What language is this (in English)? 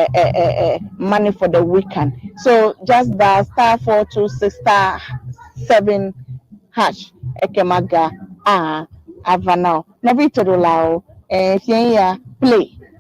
Ewe